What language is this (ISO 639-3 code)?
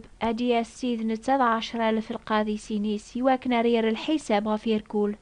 kab